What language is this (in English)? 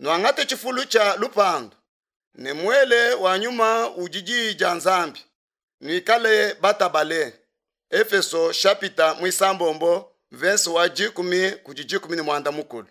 Luba-Lulua